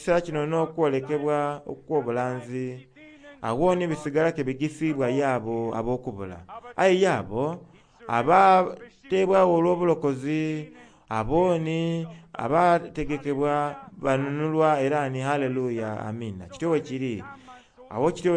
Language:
Soga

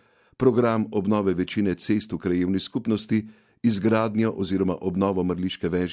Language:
Slovenian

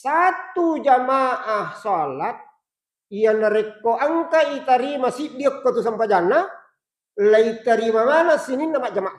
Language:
Buginese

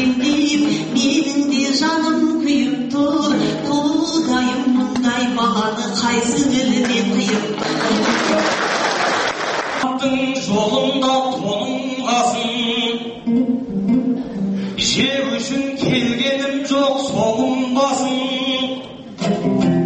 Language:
Kazakh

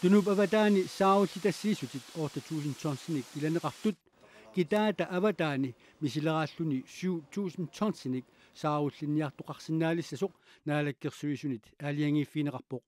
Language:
Kalaallisut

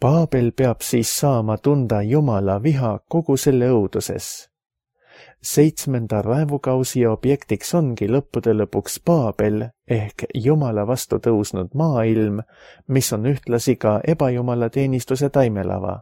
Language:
Estonian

